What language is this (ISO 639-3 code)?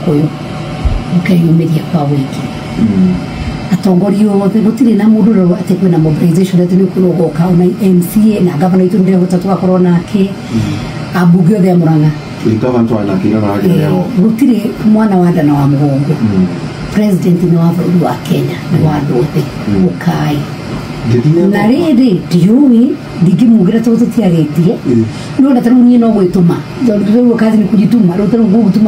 kik